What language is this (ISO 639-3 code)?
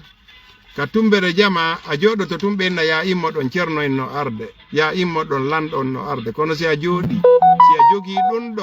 ful